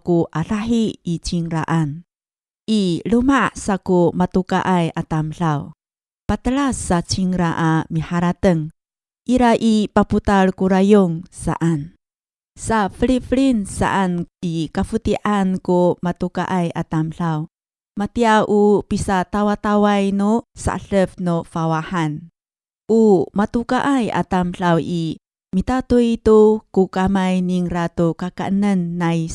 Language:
Amis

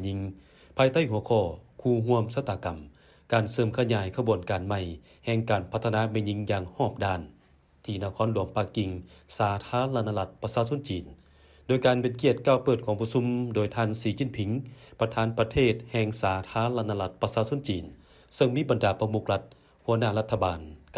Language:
Lao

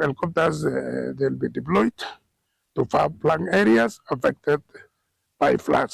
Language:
Kamba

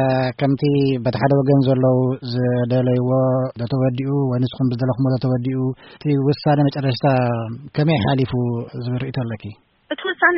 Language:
Tigrinya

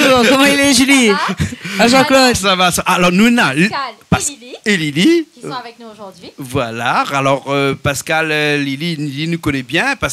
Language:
Réunion Creole French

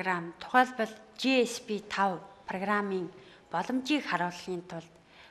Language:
Mongolian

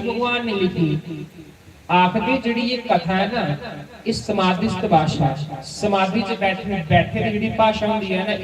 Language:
Dogri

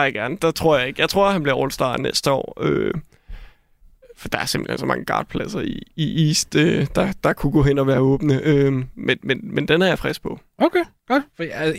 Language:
Danish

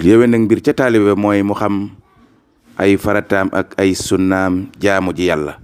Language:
Wolof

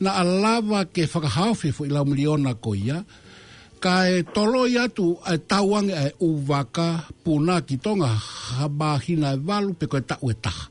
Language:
Tongan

